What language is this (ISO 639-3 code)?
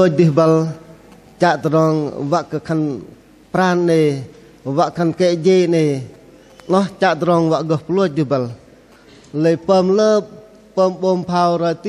bdq